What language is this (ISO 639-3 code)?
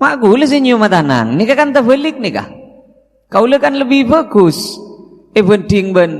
mad